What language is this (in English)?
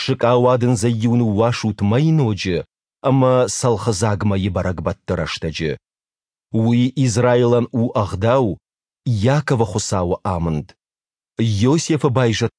Ossetic